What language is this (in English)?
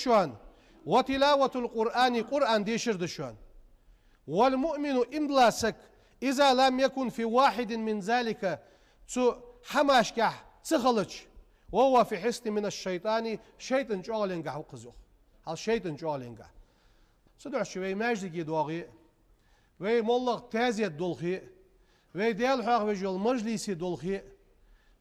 Ingush